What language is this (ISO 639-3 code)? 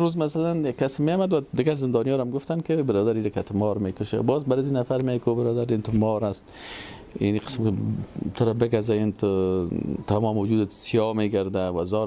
fas